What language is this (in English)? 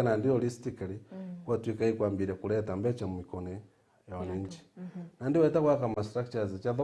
Meru